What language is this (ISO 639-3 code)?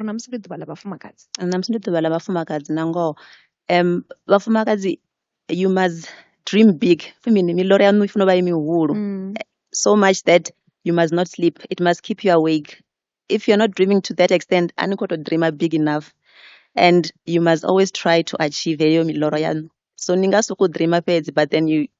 ven